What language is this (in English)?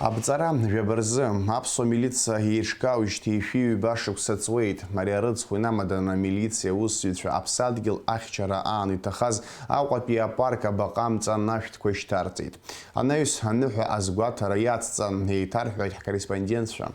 Abkhazian